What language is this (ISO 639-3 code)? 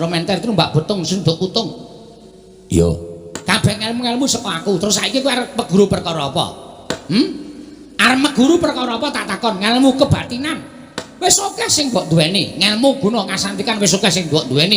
jav